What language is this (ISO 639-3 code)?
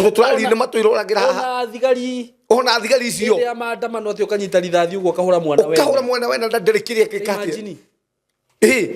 kik